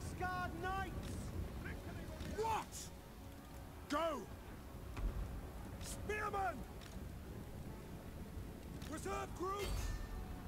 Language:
Hungarian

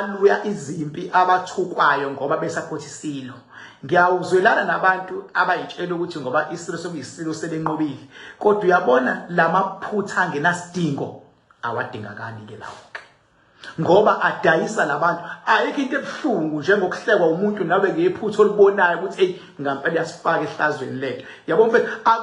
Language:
Zulu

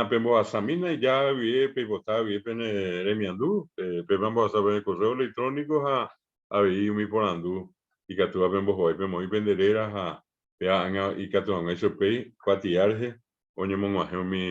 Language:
Guarani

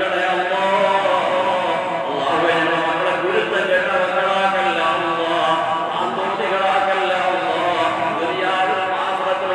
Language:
Malayalam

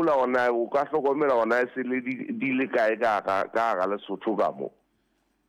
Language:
Southern Sotho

